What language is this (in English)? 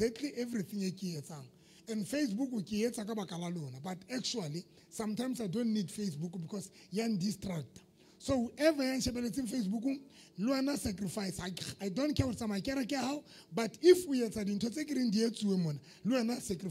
Southern Sotho